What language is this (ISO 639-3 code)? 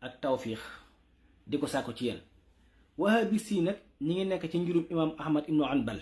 wol